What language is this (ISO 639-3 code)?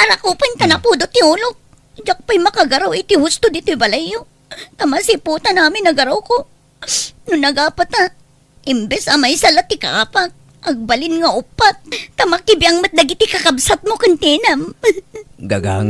ilo